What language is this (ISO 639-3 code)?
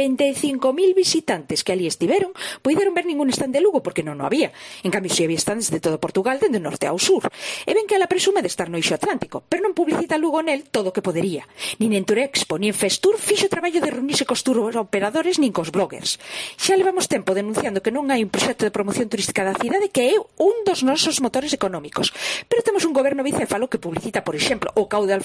glg